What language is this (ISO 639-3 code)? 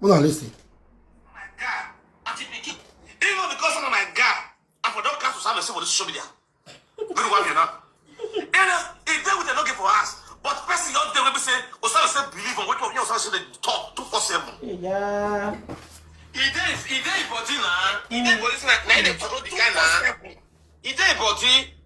pcm